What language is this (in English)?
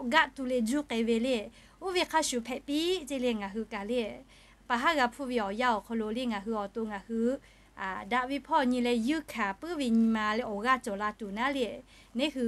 Lahu